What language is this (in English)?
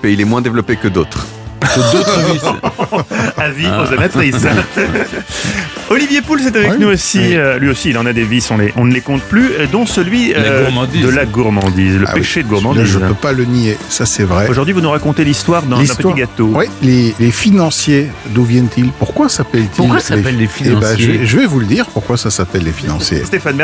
French